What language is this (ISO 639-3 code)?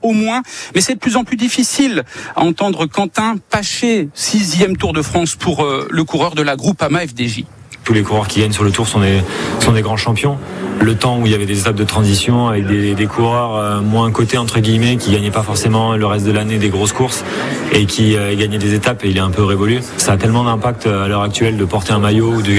fra